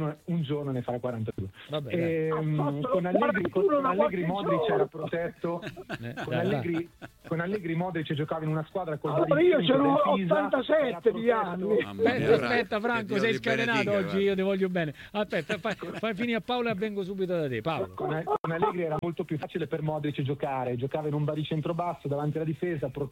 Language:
Italian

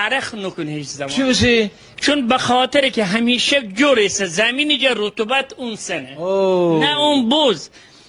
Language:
Gilaki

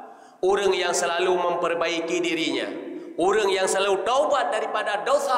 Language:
Achinese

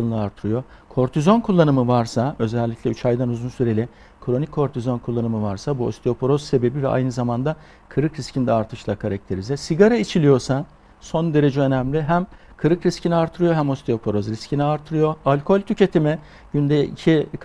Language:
Turkish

